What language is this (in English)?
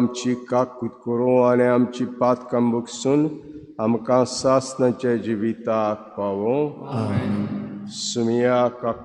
Konkani